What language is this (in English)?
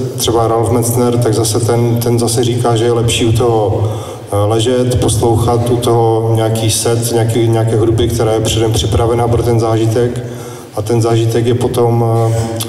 Czech